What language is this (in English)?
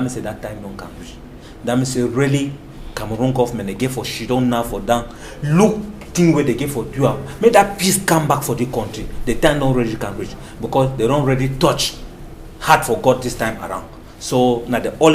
Cameroon Pidgin